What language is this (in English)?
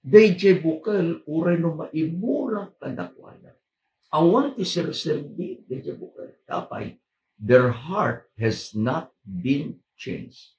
Iloko